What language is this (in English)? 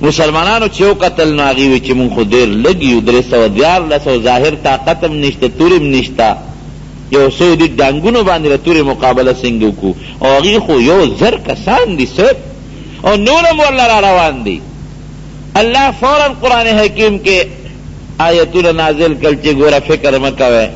Pashto